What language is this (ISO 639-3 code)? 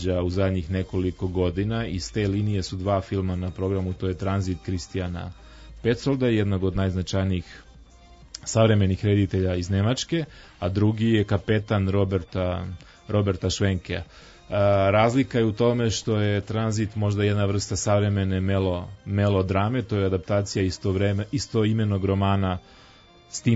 srp